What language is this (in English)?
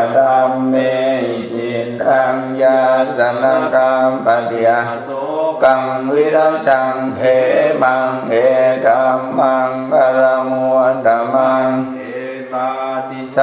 Pali